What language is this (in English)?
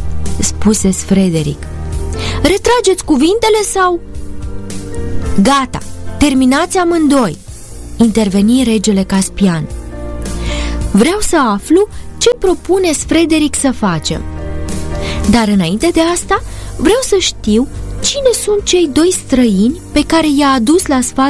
Romanian